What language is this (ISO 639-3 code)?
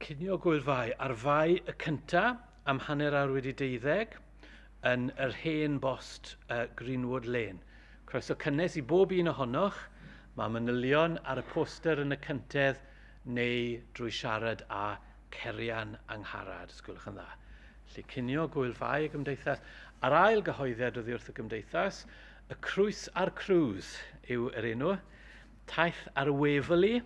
cym